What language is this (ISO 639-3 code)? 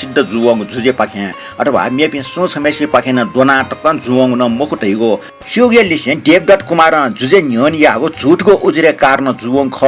new